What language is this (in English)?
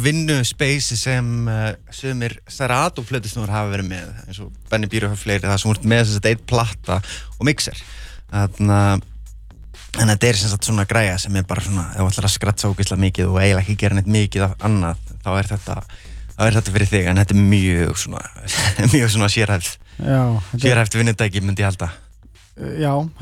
Icelandic